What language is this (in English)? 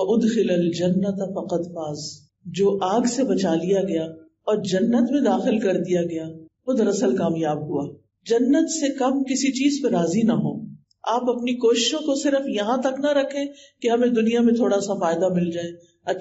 Urdu